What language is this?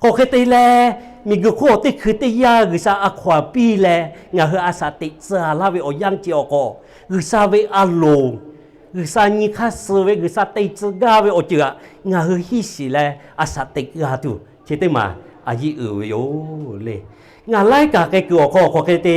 Lahu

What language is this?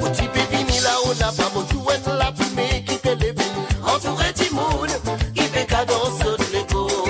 Morisyen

